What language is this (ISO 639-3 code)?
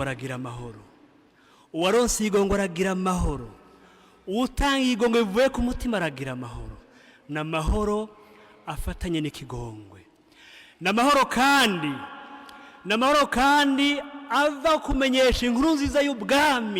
run